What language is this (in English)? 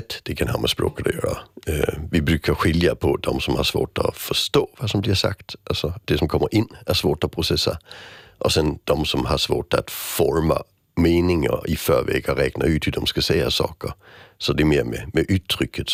Swedish